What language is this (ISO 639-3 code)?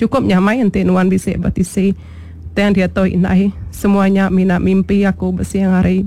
iba